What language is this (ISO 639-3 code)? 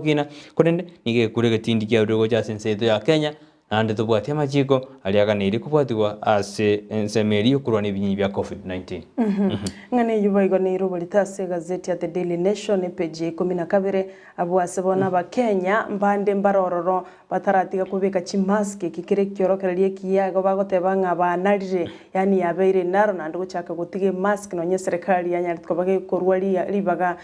guz